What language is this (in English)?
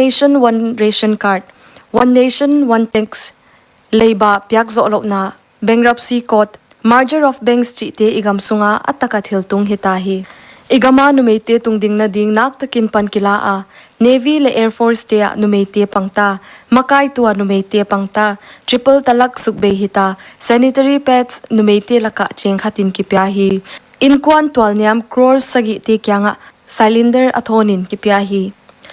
Paite Chin